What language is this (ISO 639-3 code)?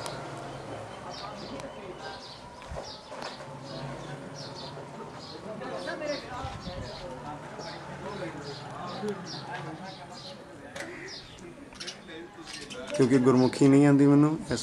pan